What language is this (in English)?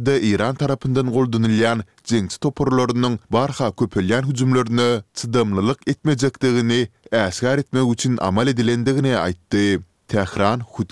Turkmen